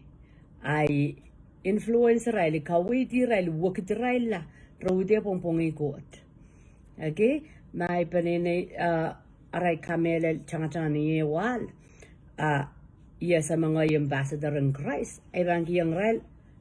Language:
Pohnpeian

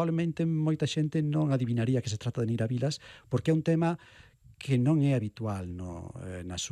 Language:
Galician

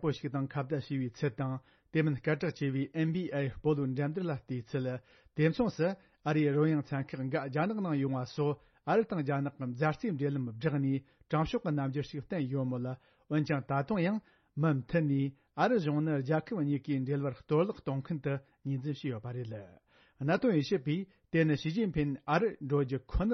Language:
Tibetan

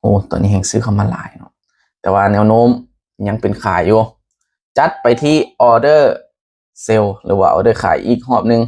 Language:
Lao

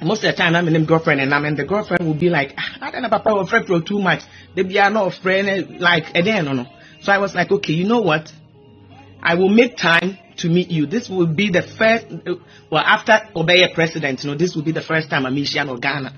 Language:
Nigerian Pidgin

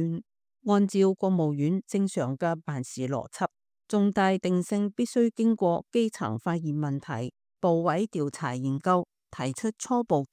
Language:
Cantonese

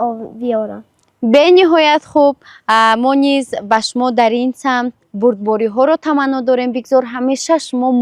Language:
Tajik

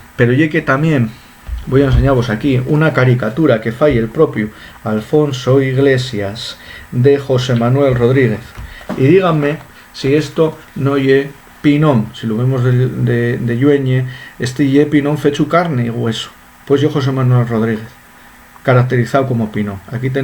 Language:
Asturian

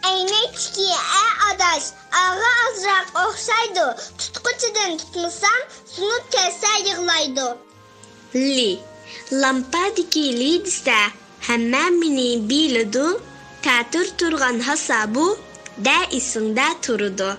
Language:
Uyghur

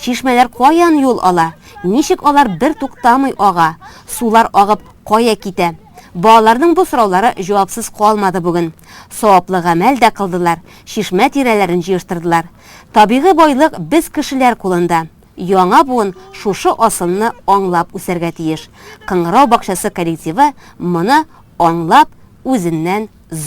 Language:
Tatar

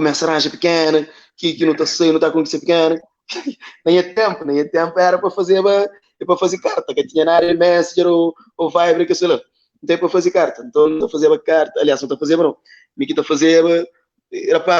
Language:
Kabuverdianu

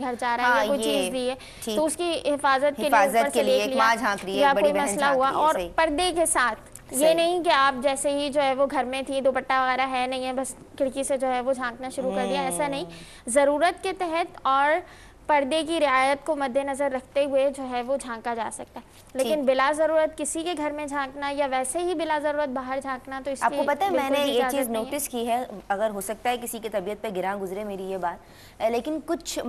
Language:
Urdu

